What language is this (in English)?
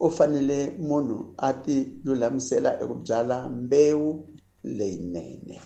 Tsonga